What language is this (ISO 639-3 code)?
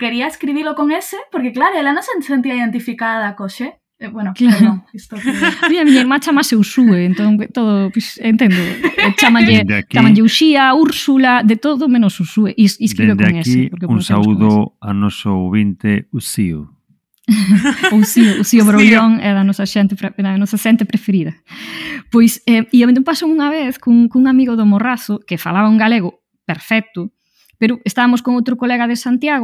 glg